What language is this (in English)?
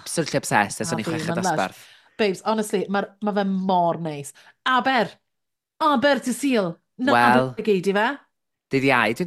Welsh